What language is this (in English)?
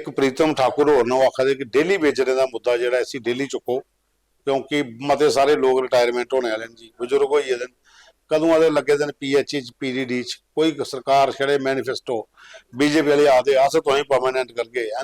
Dogri